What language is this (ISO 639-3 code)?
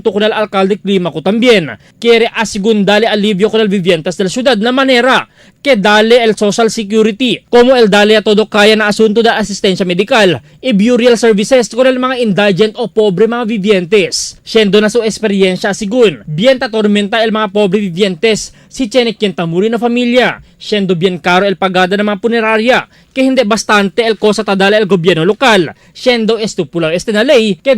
cbk